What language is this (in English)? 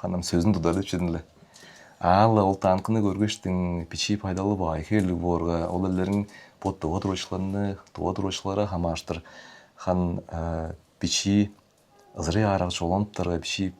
Tuvinian